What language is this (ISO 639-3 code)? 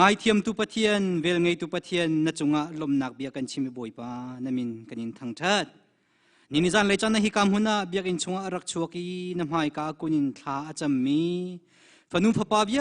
cnh